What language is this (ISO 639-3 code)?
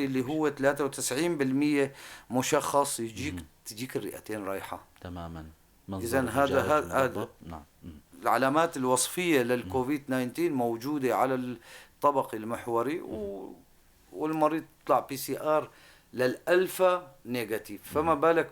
apc